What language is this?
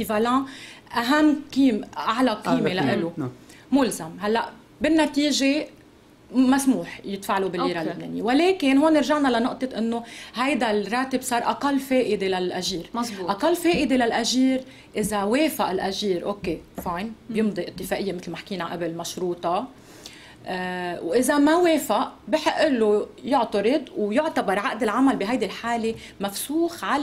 North Levantine Arabic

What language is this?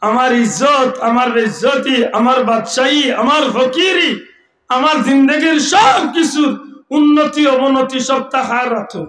Sylheti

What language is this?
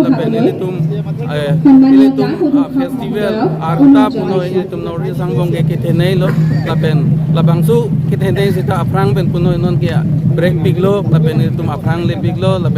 Karbi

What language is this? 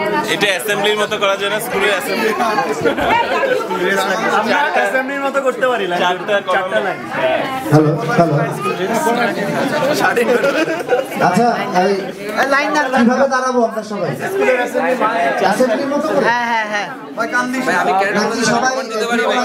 Bangla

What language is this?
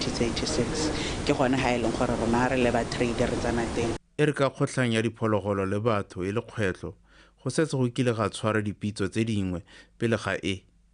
Tswana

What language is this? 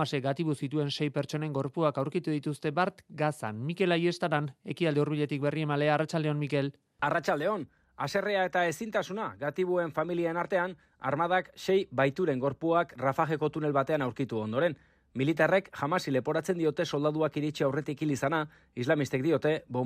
Basque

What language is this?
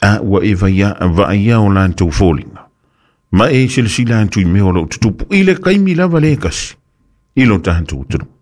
Samoan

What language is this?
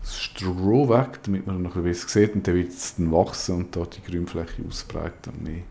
Swiss German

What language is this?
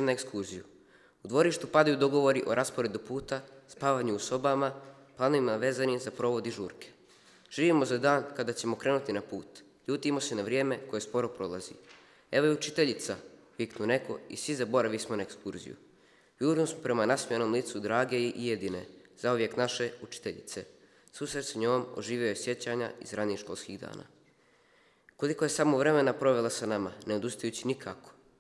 Serbian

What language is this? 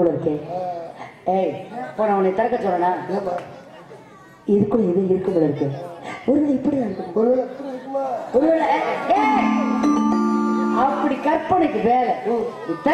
Tamil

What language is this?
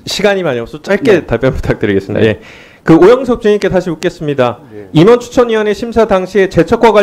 Korean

